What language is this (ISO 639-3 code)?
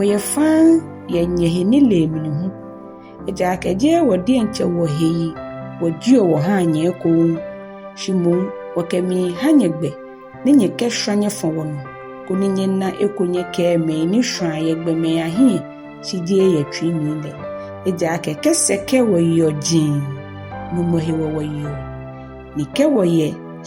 gaa